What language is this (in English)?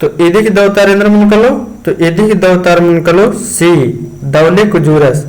Kurukh